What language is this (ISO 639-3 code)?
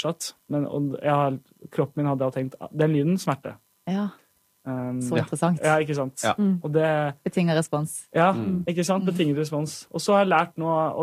nor